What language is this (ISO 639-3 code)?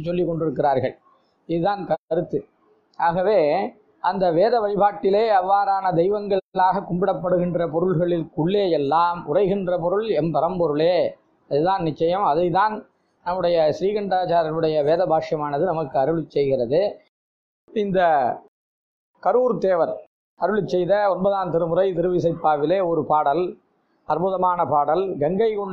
tam